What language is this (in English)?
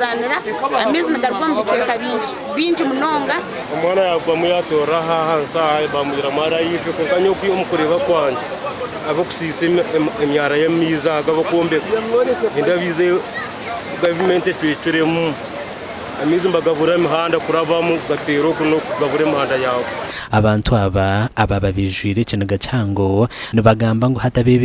Nyankole